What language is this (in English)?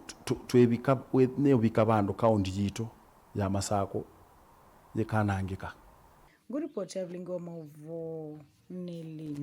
Kamba